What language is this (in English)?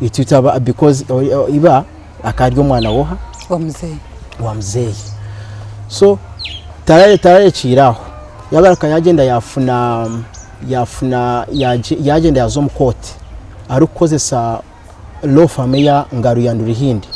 Nyankole